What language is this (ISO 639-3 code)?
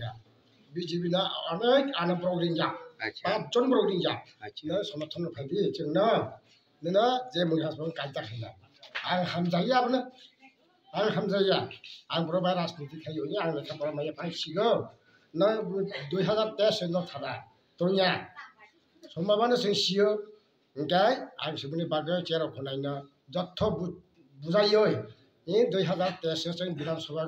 trp